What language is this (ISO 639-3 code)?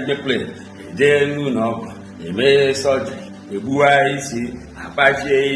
ibo